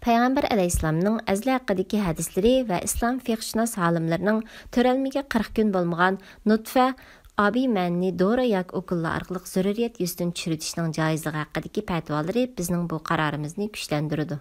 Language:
Uyghur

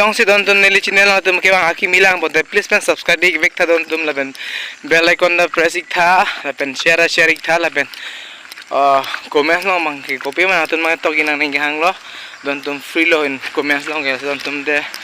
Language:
Karbi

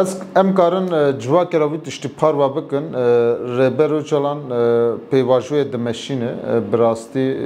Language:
Kurdish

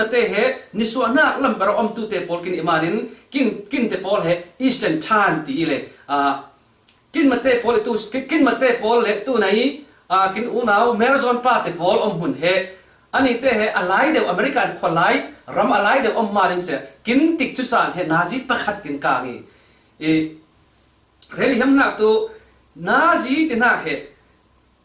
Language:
Falam Chin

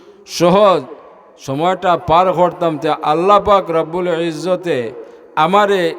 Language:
Sylheti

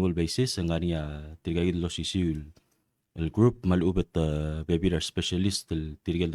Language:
Palauan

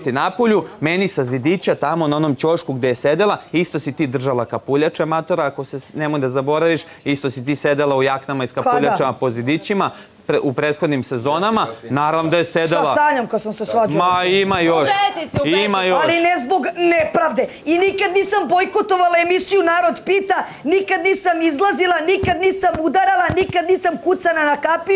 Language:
Serbian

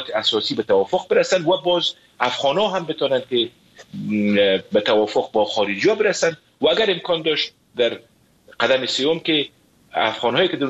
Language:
Persian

